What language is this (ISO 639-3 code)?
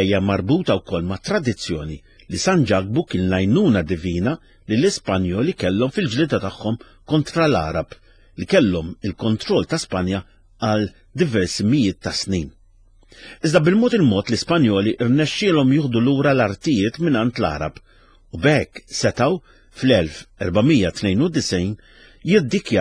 mlt